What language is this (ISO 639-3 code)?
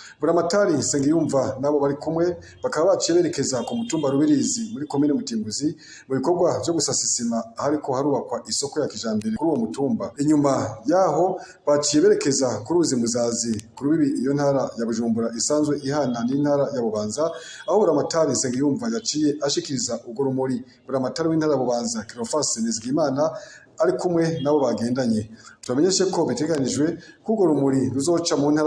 run